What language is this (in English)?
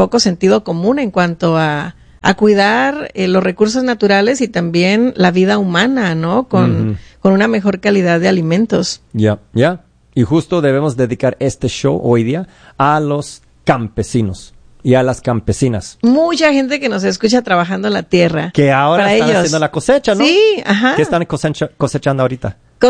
Spanish